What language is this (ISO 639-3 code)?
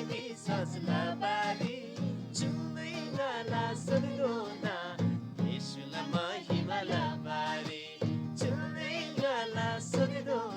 taj